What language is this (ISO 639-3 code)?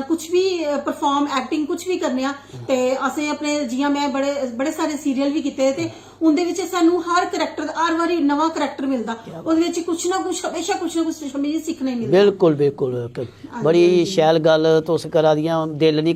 doi